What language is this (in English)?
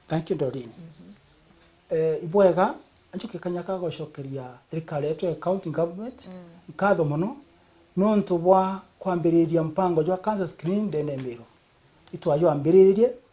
Meru